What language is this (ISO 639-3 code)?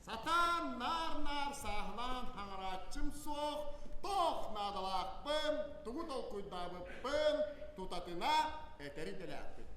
sah